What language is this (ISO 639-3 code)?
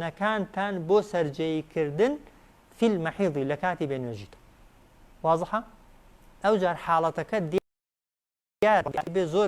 ckb